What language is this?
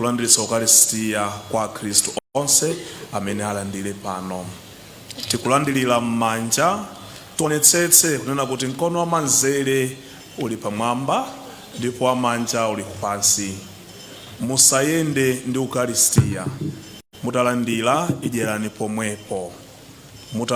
Nyanja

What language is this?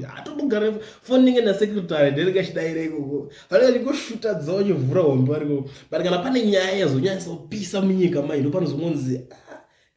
Shona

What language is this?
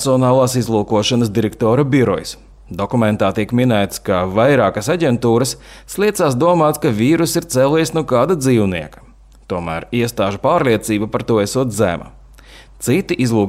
Latvian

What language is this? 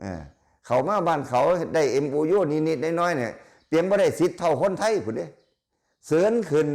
Lao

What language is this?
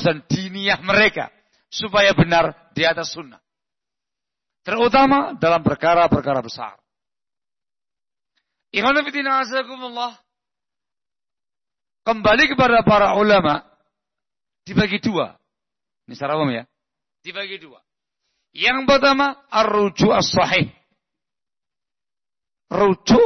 Indonesian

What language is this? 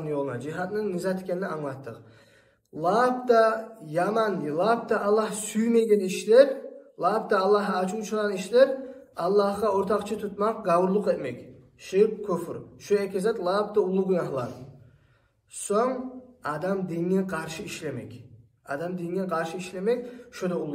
Kumyk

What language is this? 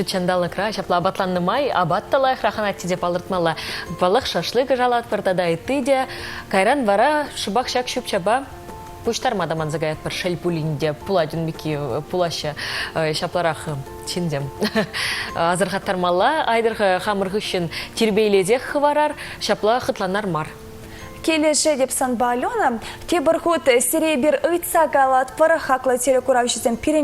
Chuvash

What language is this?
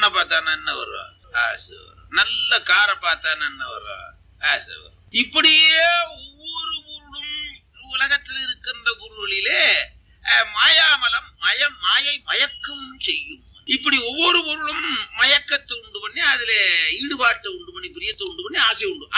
Tamil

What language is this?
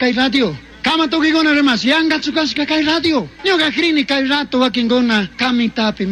Chimborazo Highland Quichua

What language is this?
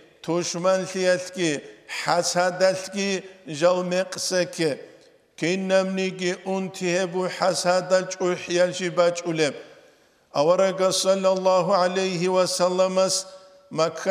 Avaric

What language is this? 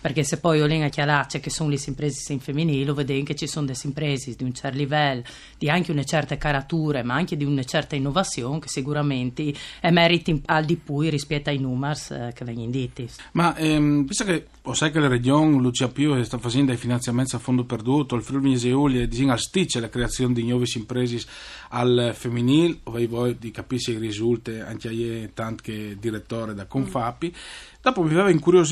Friulian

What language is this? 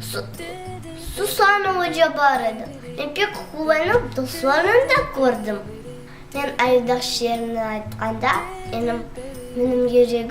Crimean Tatar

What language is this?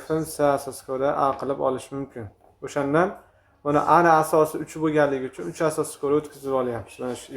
Uzbek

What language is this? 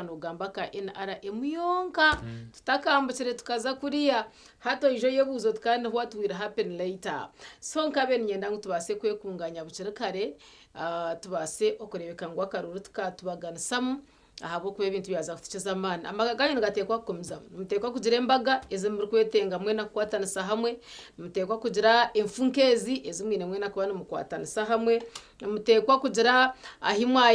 Nyankole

